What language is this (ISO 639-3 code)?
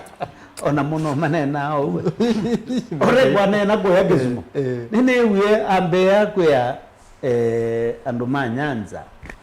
kam